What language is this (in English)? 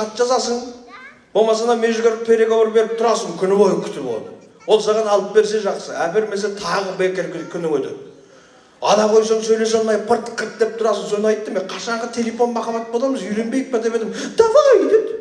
Kazakh